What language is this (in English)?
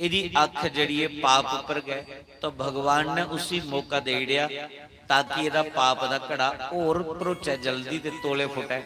Dogri